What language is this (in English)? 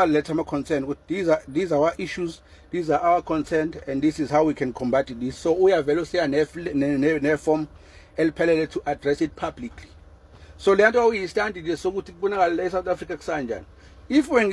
Zulu